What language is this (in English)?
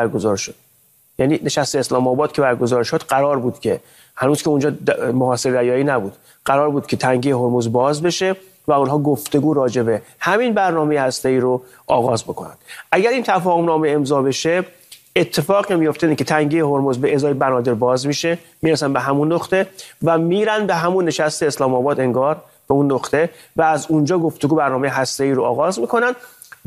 Persian